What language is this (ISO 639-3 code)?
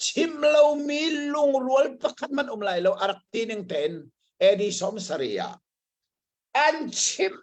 cnh